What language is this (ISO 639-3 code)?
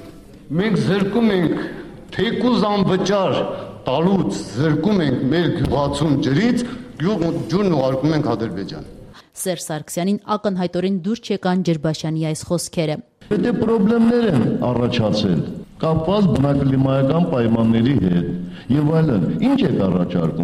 hye